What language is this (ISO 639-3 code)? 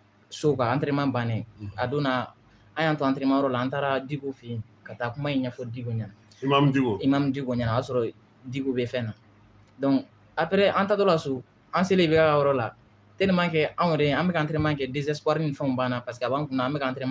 bam